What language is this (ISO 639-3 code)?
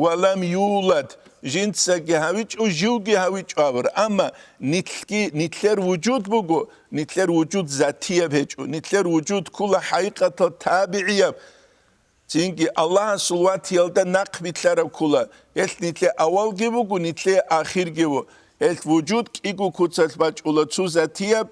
ava